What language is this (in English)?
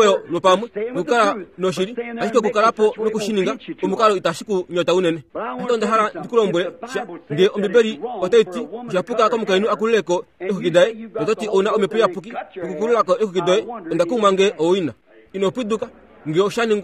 Kuanyama